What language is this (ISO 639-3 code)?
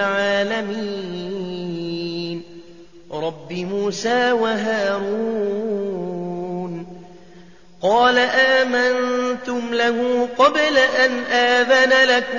ara